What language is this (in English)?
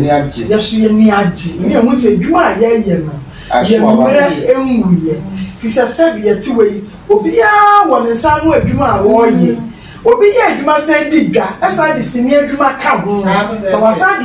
Akan